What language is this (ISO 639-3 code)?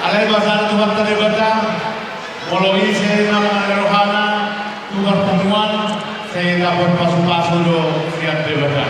bbc